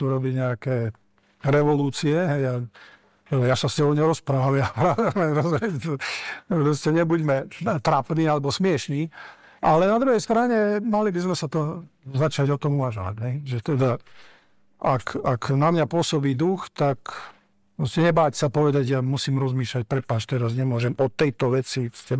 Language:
Slovak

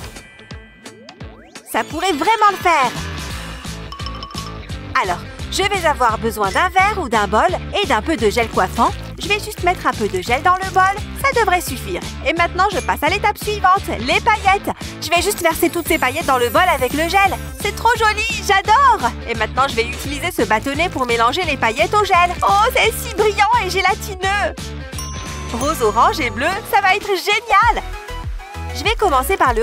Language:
French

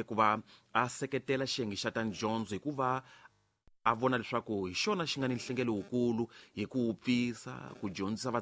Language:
Tsonga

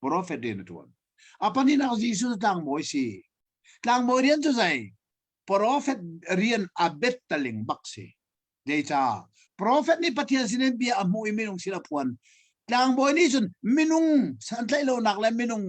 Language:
Hakha Chin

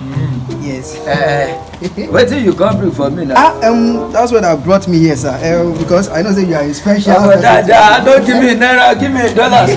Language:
Nigerian Pidgin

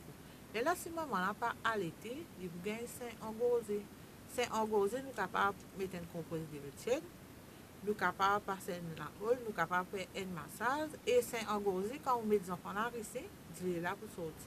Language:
Morisyen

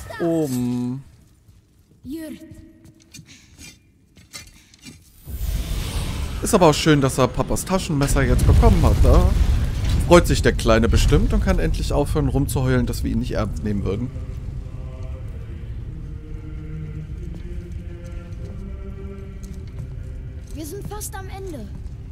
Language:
German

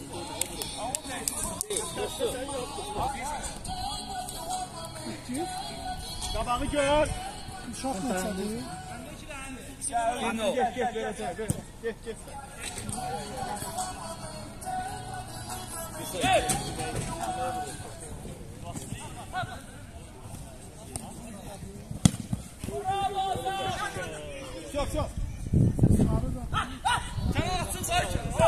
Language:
Azerbaijani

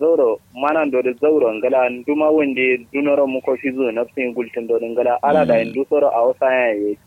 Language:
Kanuri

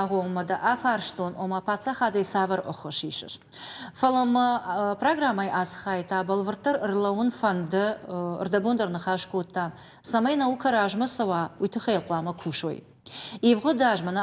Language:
Ossetic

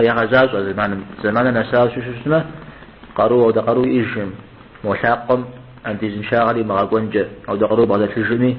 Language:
Kabardian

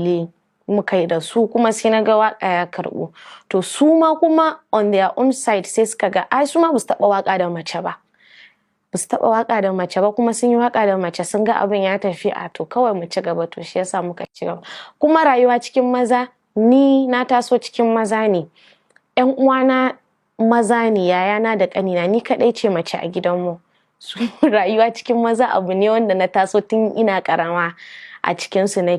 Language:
Hausa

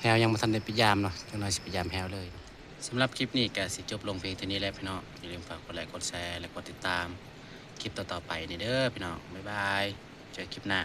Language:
Northeastern Thai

